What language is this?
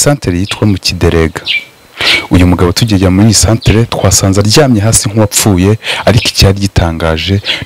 Kinyarwanda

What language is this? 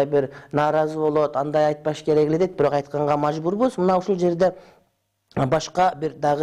Kyrgyz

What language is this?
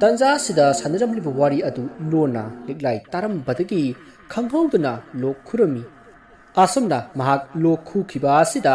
Manipuri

